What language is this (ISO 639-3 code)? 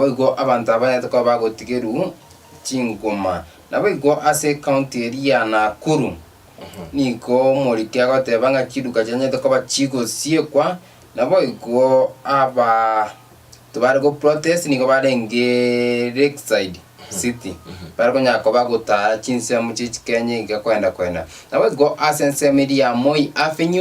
guz